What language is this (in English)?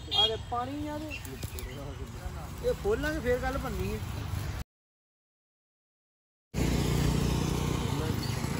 Punjabi